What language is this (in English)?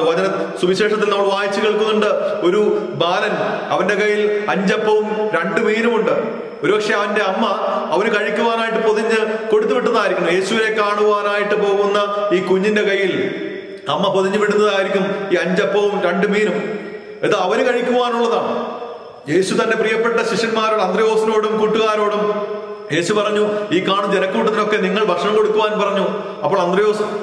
Malayalam